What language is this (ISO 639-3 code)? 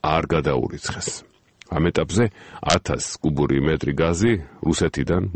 kat